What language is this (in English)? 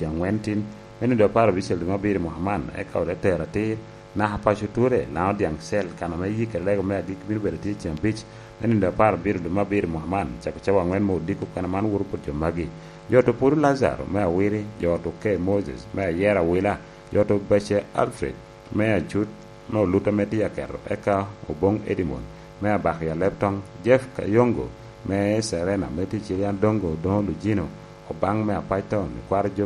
Lango (Uganda)